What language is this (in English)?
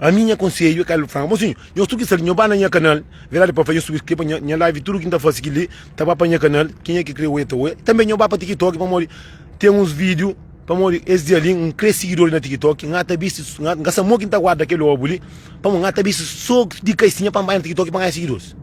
Kabuverdianu